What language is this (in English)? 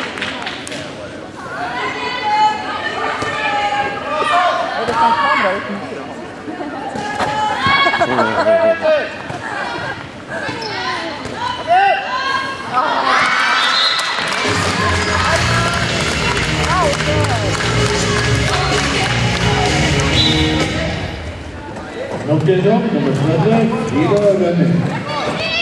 Norwegian